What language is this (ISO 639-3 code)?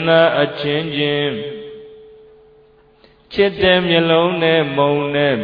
mya